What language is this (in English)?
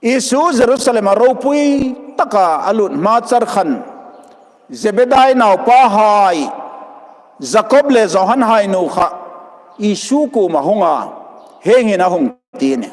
Hmar